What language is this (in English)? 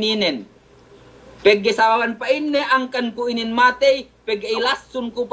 Yakan